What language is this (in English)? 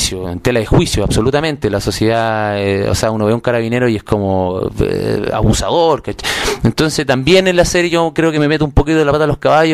Spanish